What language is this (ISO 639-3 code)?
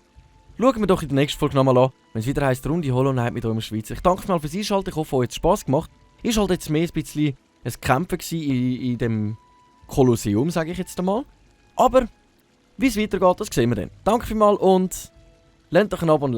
gsw